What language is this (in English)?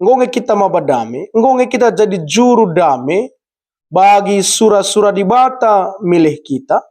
Batak Karo